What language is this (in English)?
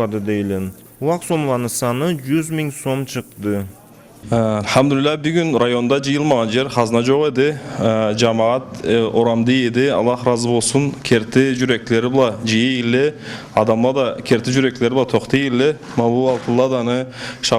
Karachay-Balkar